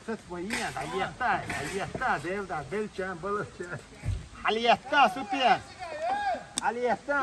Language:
Chechen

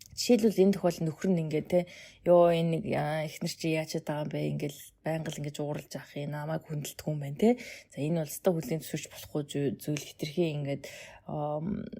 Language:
Mongolian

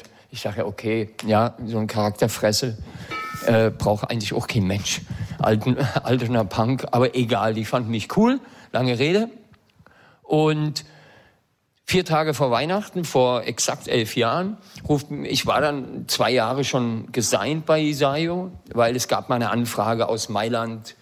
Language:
German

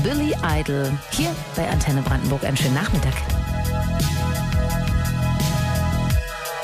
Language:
German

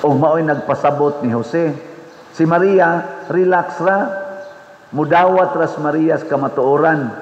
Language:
Cebuano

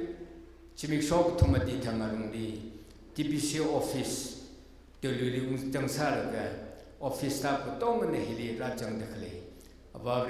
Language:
Tangkhul Naga (India)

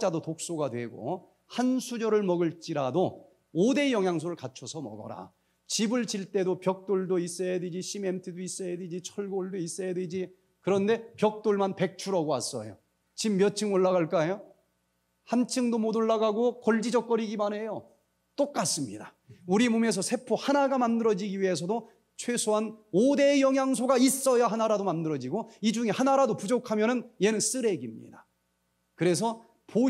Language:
Korean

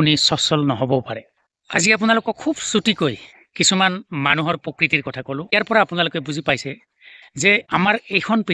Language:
Assamese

